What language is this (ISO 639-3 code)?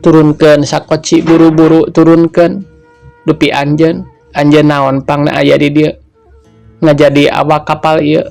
sun